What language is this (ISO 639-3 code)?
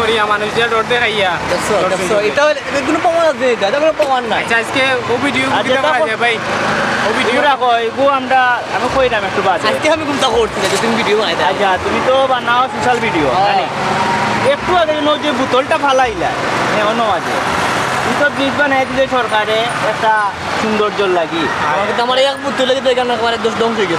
syl